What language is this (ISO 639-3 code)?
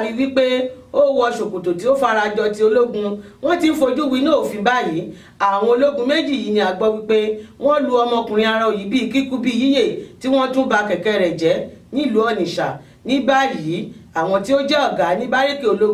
yor